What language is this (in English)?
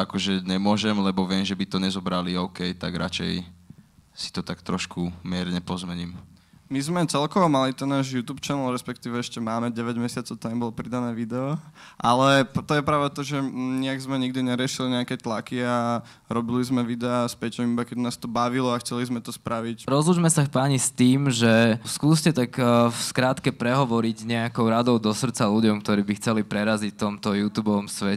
Slovak